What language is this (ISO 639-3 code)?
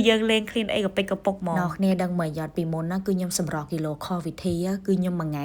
khm